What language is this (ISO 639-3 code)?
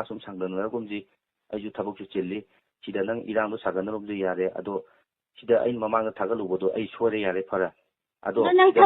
mni